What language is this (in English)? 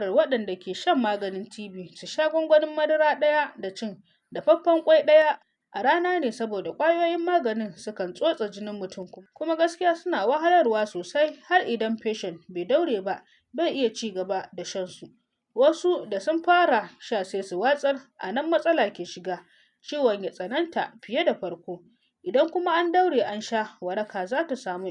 Hausa